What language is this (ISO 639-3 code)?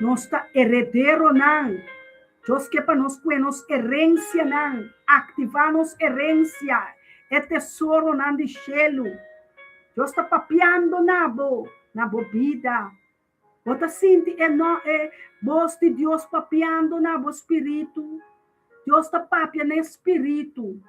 pap